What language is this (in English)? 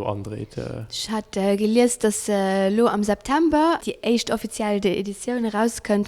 Luxembourgish